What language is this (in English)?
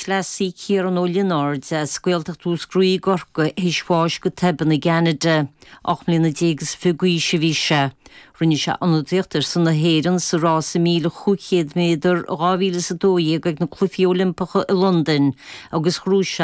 Irish